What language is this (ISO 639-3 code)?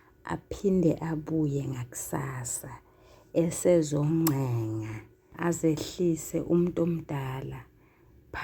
zul